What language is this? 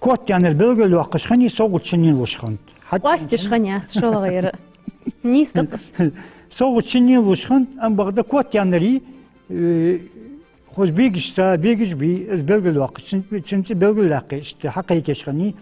Ingush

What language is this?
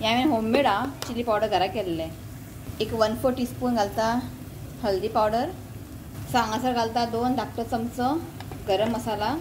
Konkani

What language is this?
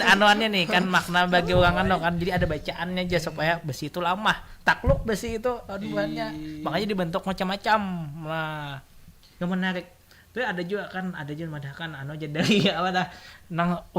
Banjar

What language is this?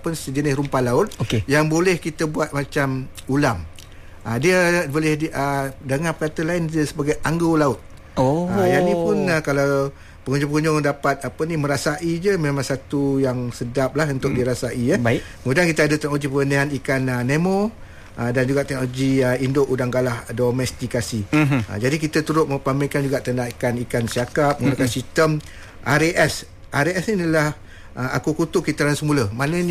Malay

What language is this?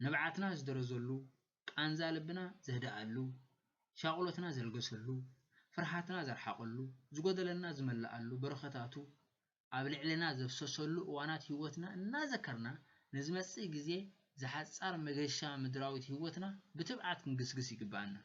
Tigrinya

